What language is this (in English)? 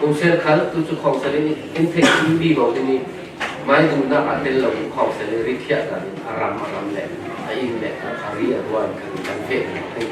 Falam Chin